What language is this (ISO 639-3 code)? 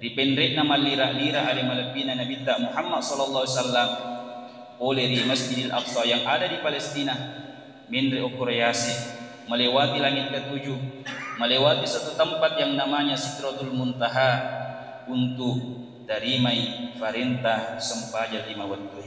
bug